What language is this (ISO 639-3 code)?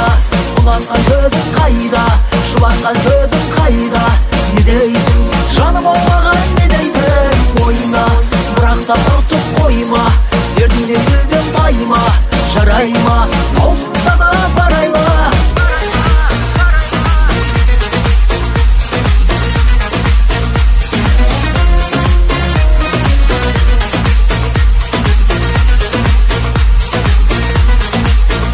kaz